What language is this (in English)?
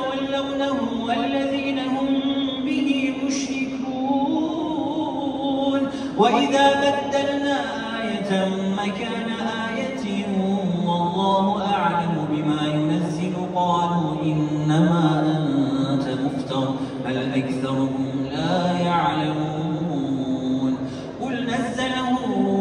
Arabic